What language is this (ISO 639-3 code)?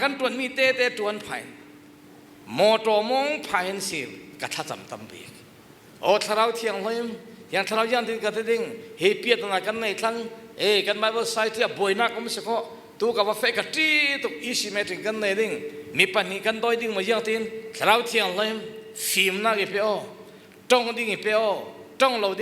cfm